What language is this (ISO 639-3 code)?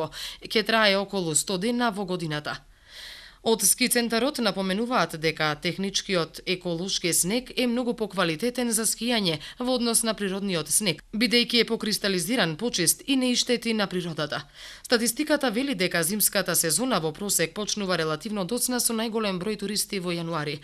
mkd